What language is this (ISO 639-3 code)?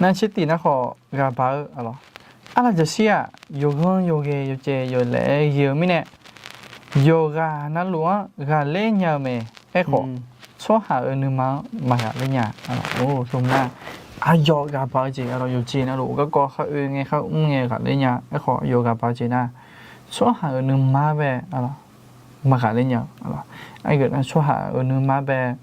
ahk